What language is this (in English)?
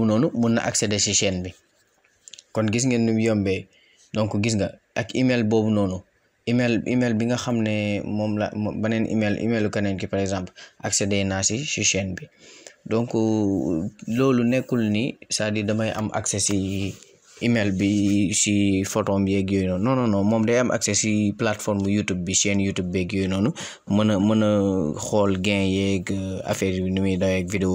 Wolof